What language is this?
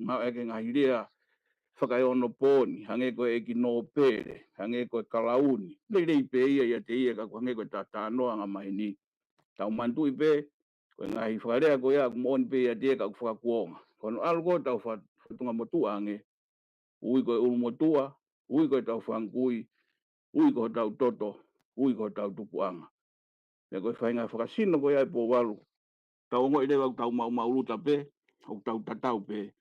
Tongan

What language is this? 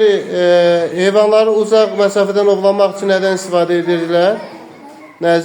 Azerbaijani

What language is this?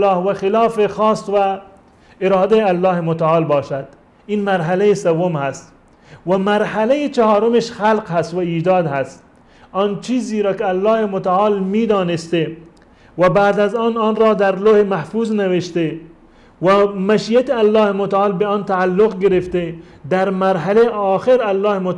Persian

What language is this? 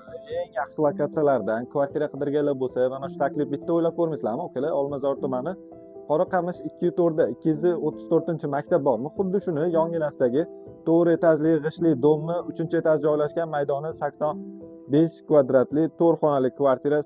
Uzbek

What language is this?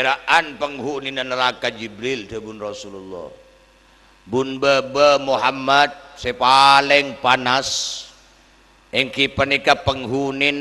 Madurese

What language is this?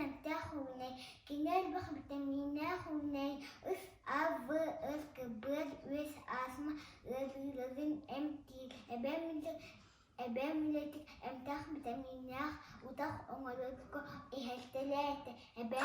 Yakut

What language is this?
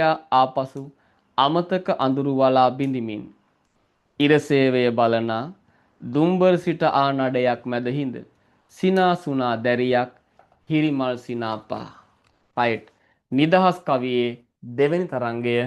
Sinhala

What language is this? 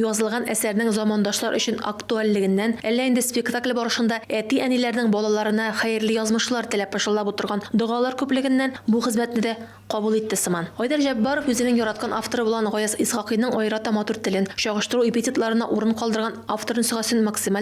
Tatar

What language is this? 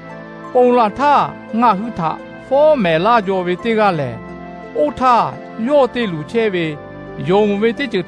Lahu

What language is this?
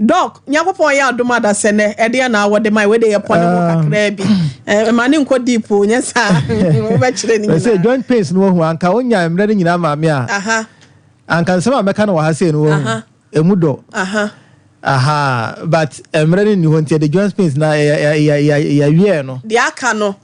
Akan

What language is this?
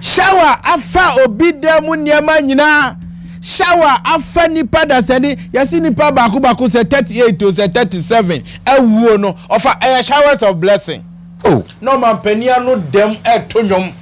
Akan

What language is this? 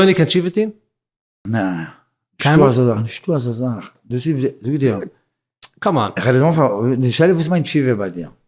Yiddish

